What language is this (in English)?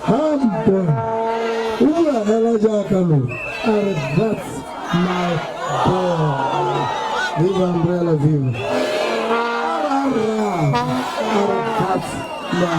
Tswana